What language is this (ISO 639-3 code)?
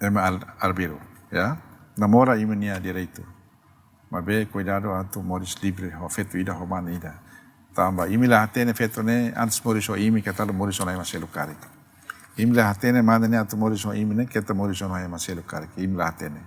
tet